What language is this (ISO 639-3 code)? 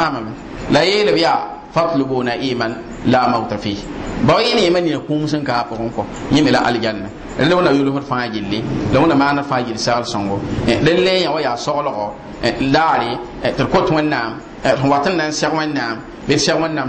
mos